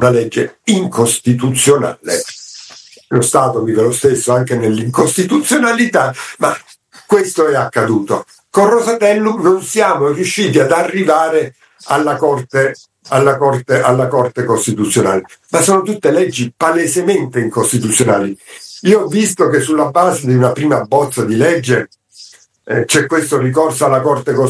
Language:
Italian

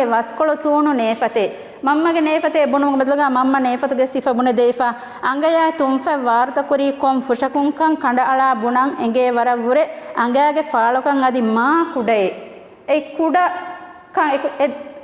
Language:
Divehi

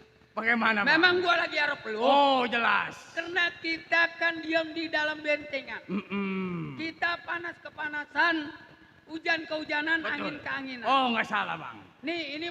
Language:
Betawi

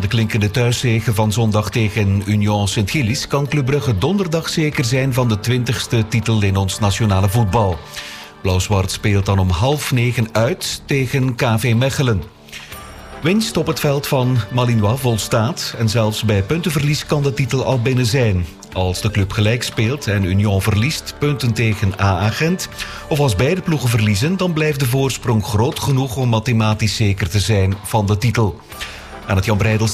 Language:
Dutch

